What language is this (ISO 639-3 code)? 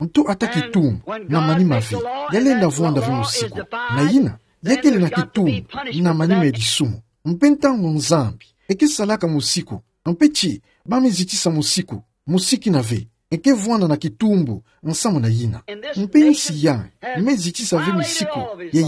ktu